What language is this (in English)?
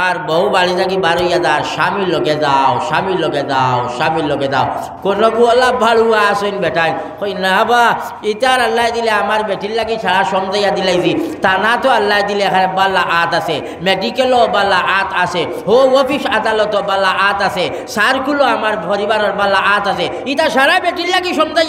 Sylheti